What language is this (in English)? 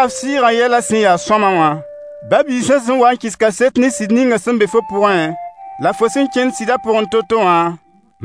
Mossi